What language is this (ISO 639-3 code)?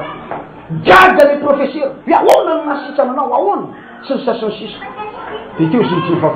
mlg